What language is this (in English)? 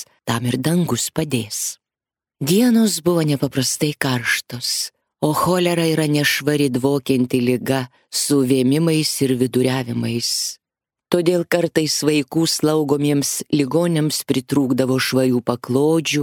Lithuanian